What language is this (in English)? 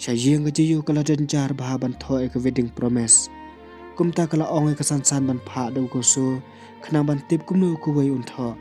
Khasi